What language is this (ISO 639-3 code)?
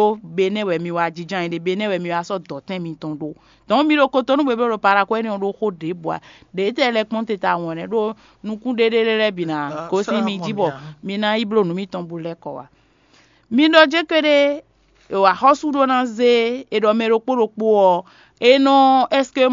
fon